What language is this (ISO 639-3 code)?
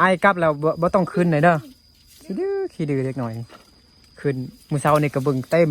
lao